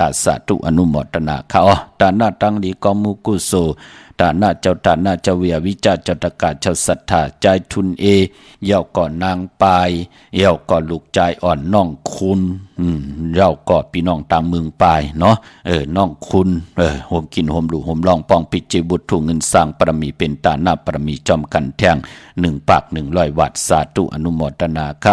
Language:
Shan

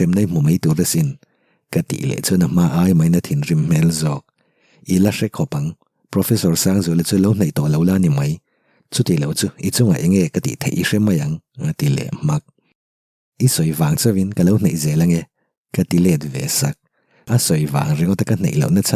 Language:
Mizo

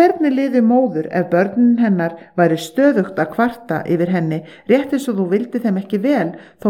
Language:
Icelandic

